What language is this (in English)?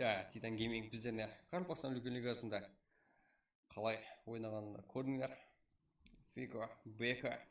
Kara-Kalpak